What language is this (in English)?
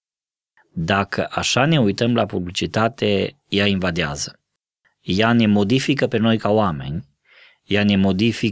Romanian